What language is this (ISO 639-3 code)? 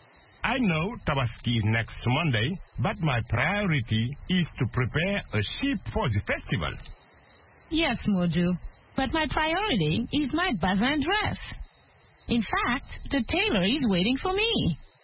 fra